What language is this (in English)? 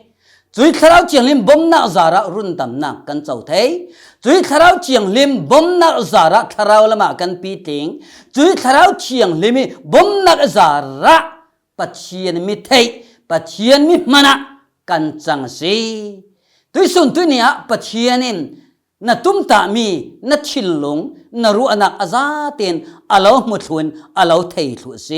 Falam Chin